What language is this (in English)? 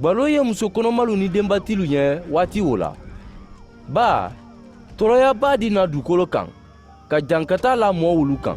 Mandingo